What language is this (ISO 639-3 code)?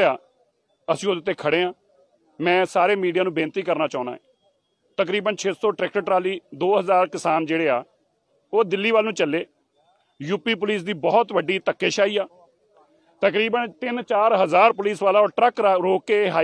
pan